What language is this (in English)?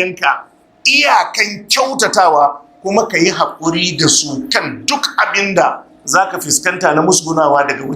Hausa